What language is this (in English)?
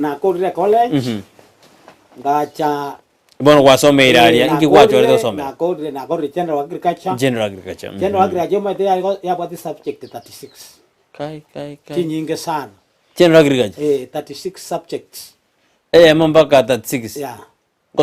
Gusii